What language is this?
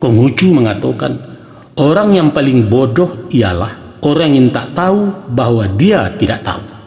Minangkabau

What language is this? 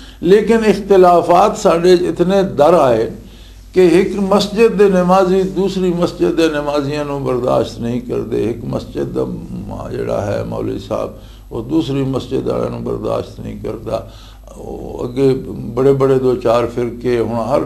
Western Panjabi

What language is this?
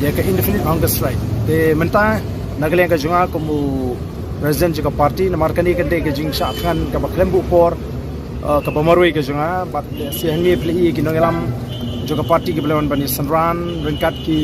Khasi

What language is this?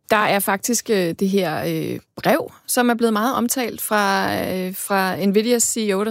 Danish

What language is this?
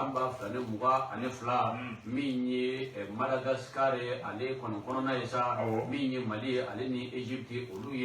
Bambara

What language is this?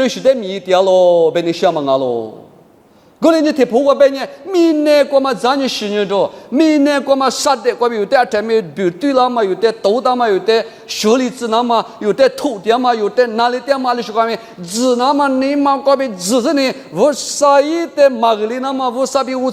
Lisu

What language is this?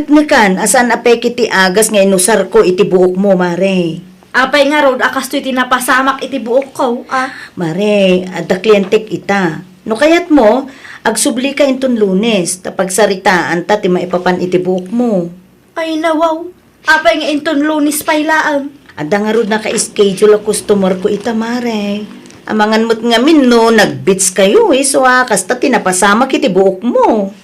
Iloko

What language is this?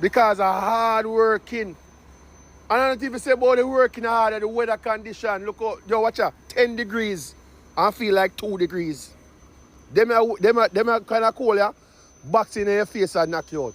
Jamaican Creole English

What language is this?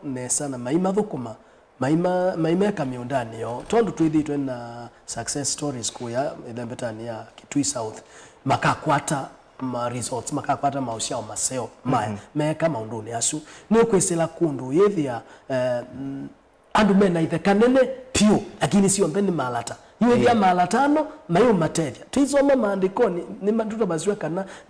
Kamba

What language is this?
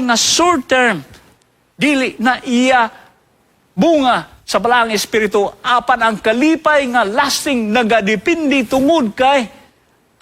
Cebuano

